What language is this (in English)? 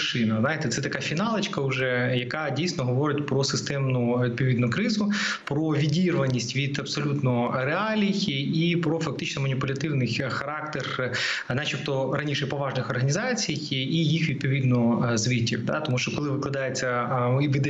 Ukrainian